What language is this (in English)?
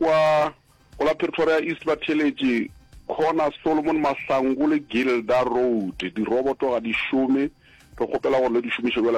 Northern Sotho